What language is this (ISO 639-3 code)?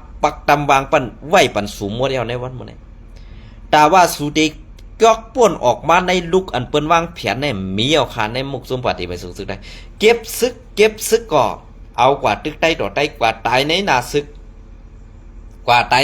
shn